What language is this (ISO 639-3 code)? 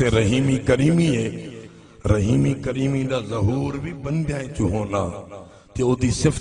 skr